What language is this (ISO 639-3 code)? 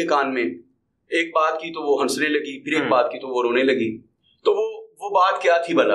urd